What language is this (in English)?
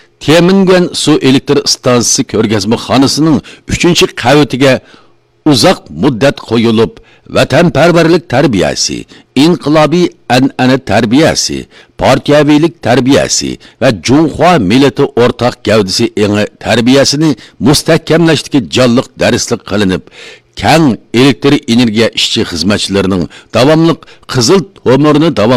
Uyghur